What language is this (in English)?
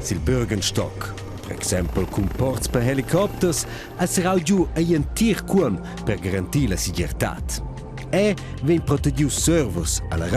Romansh